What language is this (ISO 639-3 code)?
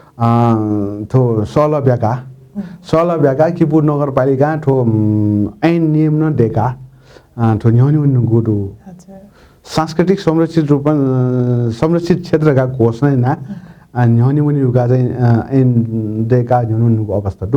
new